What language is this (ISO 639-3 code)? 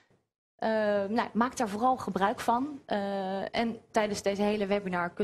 nld